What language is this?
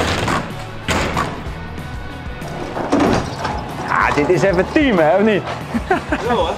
Dutch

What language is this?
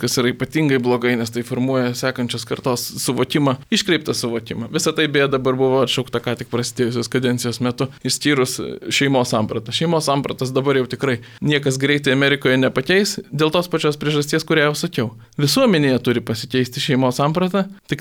Lithuanian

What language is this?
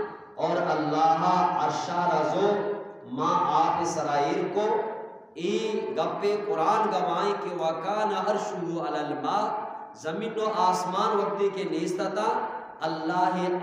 Eastern Balochi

